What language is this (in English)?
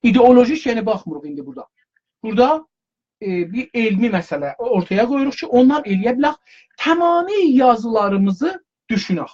South Azerbaijani